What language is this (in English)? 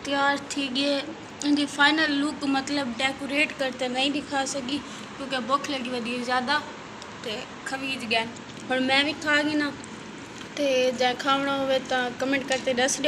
Saraiki